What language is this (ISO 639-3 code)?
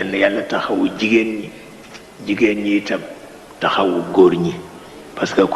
wol